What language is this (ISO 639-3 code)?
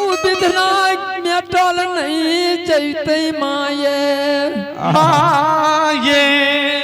anp